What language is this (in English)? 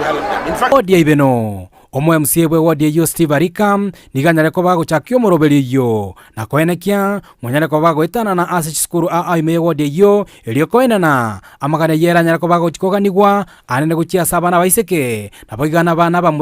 Gusii